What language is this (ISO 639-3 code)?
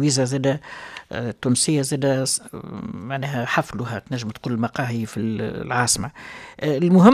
aeb